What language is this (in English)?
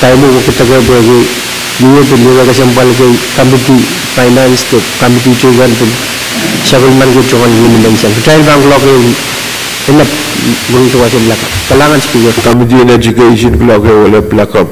Pohnpeian